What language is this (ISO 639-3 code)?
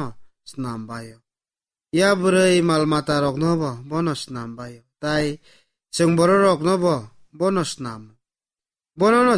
trp